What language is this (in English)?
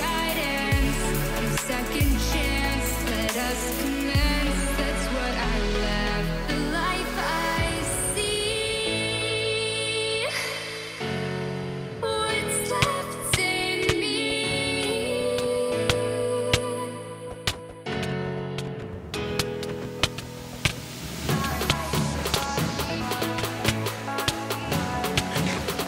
English